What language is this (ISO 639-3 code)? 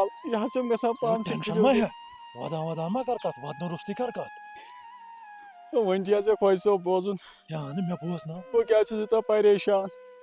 kas